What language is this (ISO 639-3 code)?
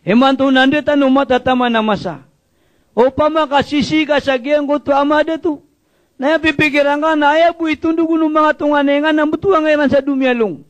mrw